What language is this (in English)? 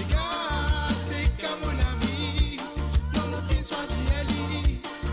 Morisyen